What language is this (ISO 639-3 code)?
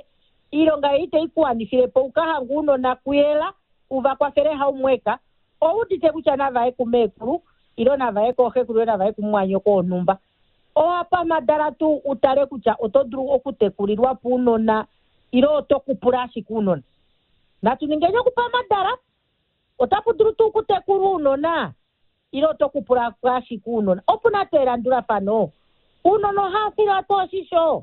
kua